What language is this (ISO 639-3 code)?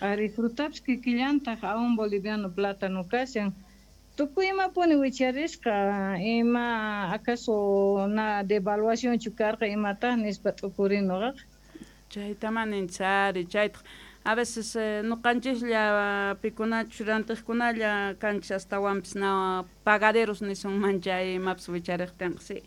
que